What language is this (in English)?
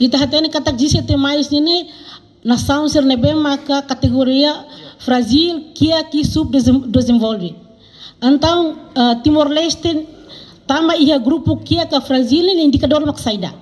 Tetum